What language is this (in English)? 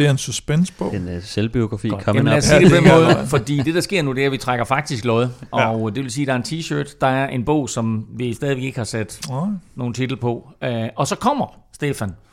Danish